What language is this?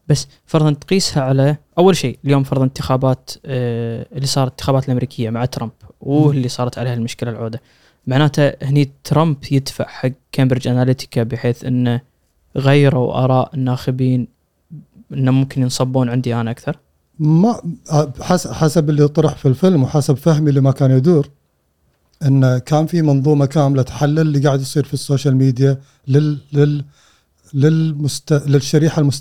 Gulf Arabic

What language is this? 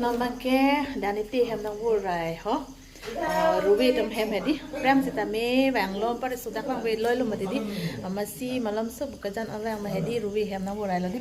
Karbi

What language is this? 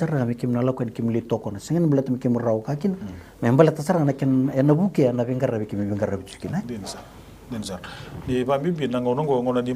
Fijian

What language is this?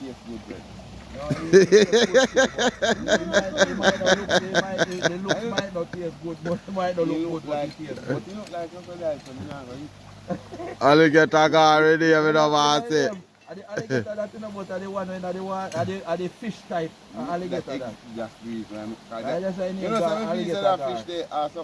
Jamaican Creole English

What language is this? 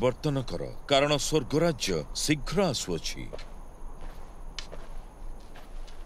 Odia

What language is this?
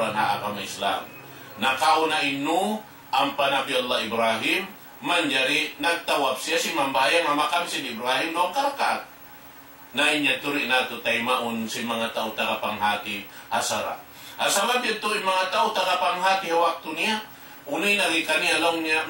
Tausug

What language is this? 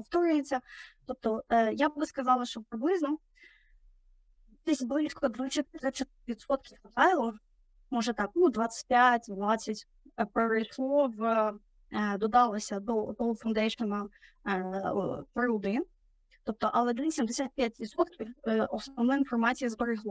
Ukrainian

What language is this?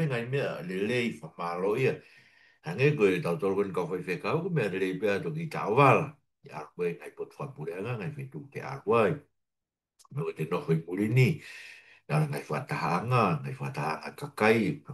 Tongan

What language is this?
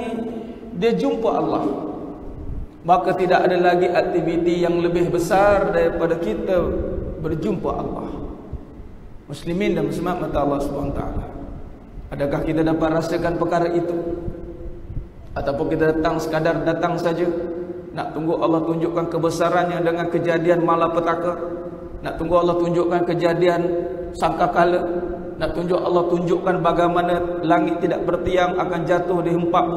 Malay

